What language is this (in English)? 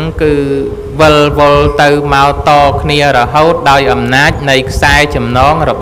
Khmer